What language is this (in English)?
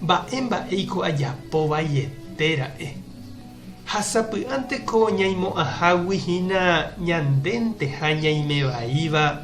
Guarani